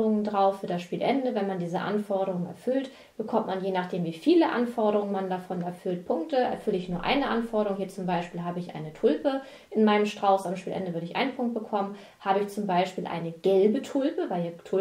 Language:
German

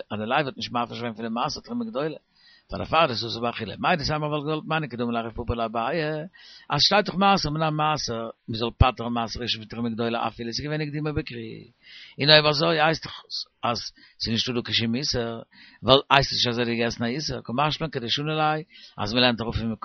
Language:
Yiddish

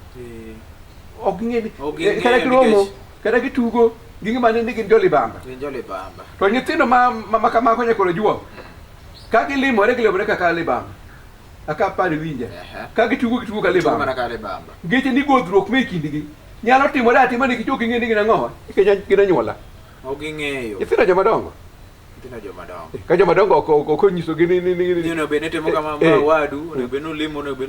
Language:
Luo (Kenya and Tanzania)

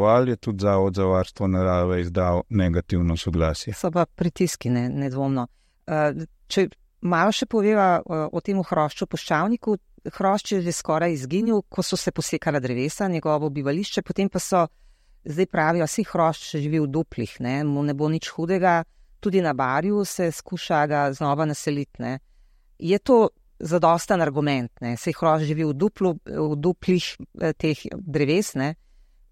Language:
Slovenian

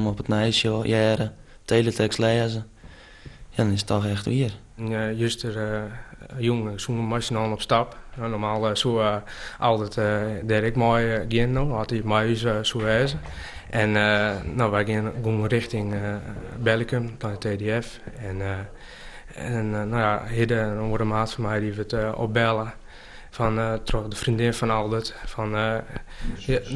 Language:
Western Frisian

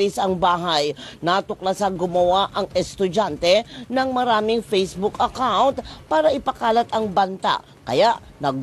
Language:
Filipino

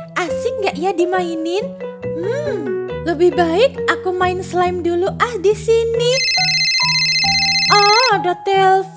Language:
Indonesian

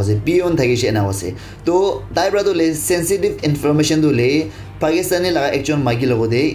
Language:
Naga Pidgin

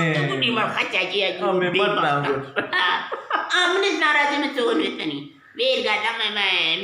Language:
Eastern Balochi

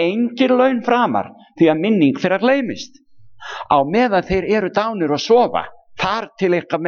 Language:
Icelandic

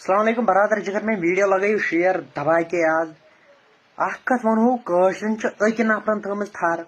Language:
Kashmiri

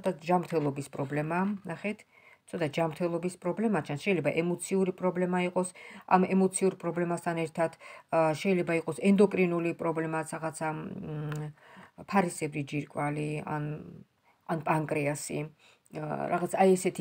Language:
Georgian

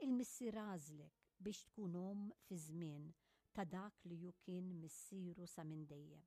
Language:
Maltese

